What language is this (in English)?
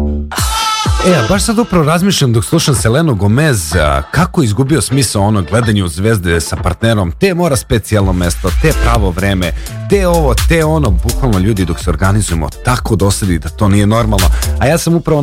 Serbian